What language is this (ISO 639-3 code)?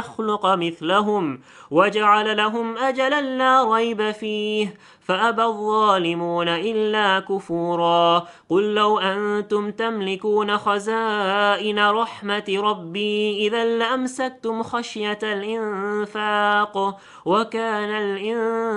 ara